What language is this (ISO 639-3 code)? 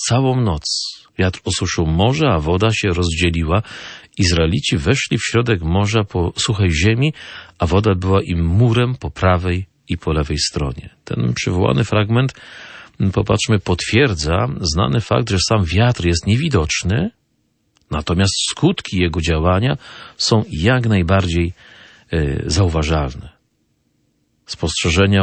pol